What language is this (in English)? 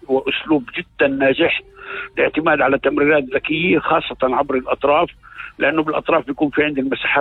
North Levantine Arabic